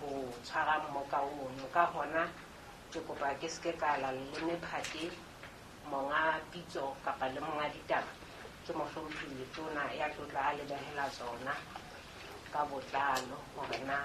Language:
Southern Sotho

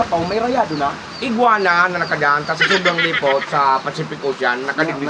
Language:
Bikol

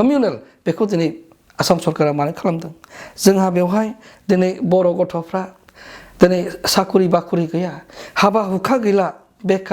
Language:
Bodo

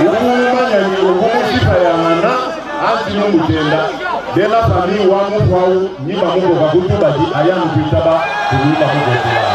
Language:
Luba-Lulua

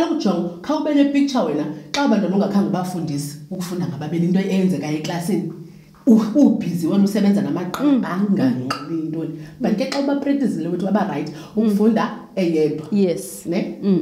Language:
Xhosa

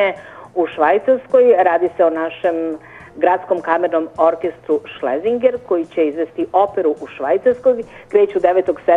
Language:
Serbian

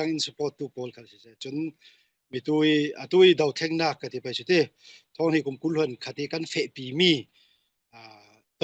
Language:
Falam Chin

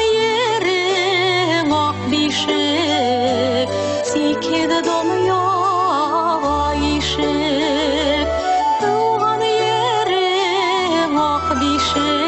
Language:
Bashkir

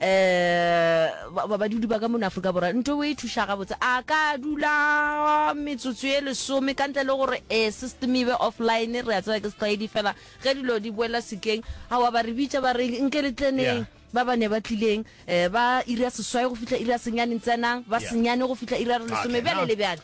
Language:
Northern Sotho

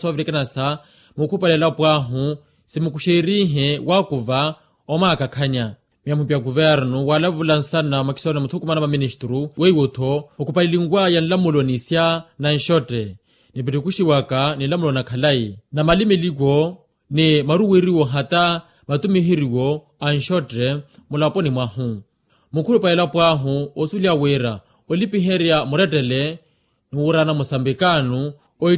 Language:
Makhuwa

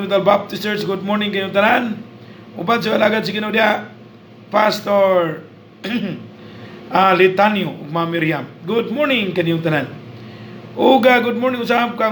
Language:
Cebuano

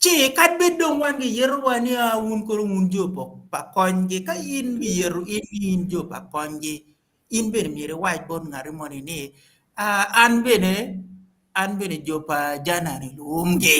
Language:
Acoli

